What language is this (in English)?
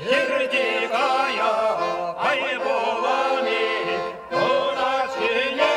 Chuvash